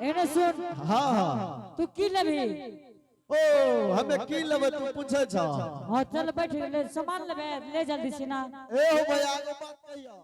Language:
Angika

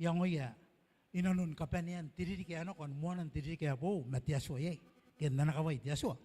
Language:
Gilbertese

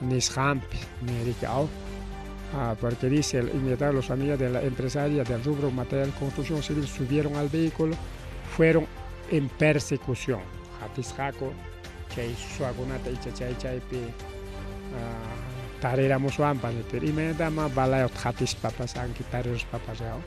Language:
Ayacucho Quechua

